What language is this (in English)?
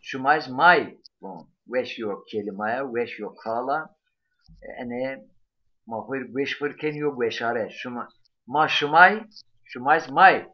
Zaza